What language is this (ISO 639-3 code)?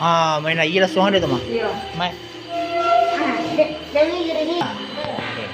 min